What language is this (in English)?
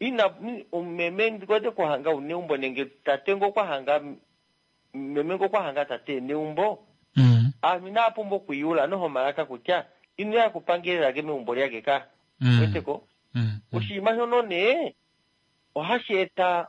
Kuanyama